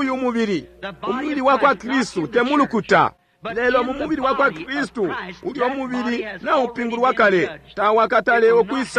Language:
Bemba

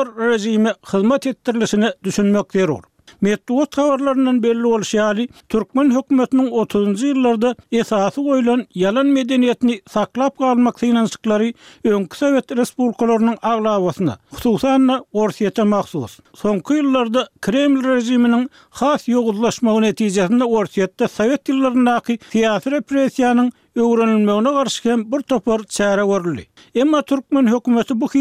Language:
Turkmen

